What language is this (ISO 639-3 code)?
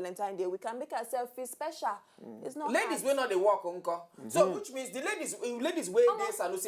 pcm